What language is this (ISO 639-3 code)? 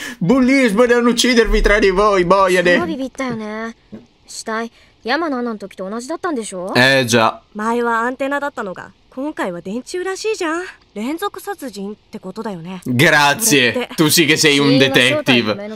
ita